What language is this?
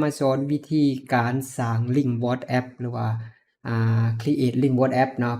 Lao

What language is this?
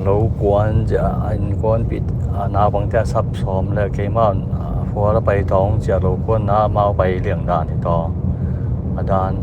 Tedim Chin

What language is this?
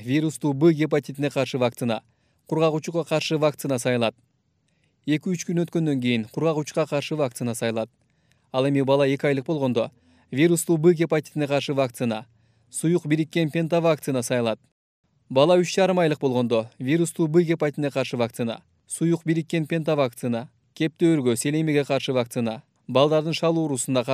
Kyrgyz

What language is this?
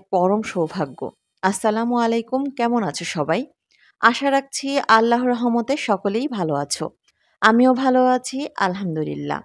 Bangla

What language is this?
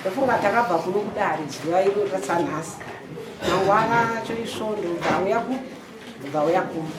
Shona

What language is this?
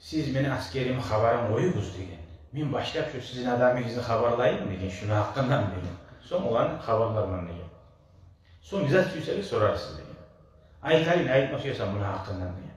Kumyk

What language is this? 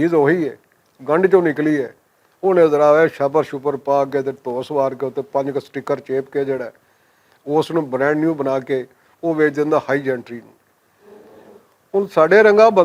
Western Panjabi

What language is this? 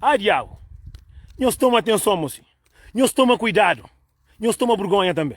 Kabuverdianu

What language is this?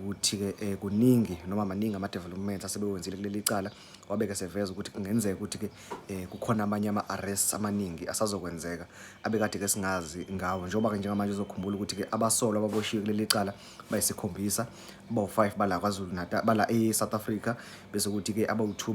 Zulu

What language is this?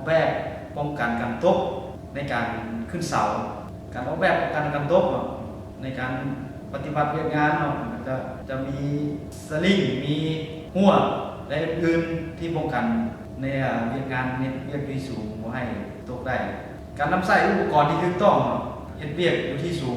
Lao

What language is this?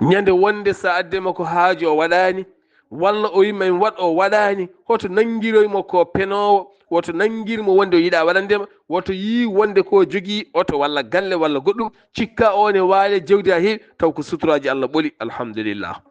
Fula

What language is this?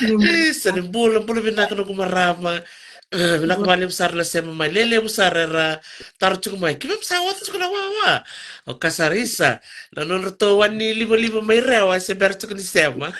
Fijian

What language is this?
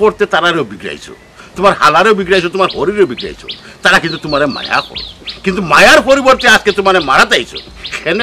Sylheti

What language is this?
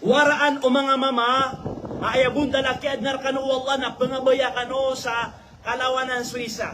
Maranao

